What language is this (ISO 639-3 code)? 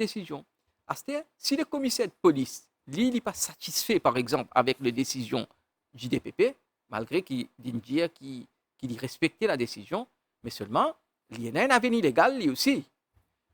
mfe